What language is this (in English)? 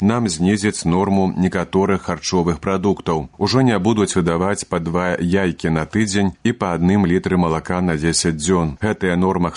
Belarusian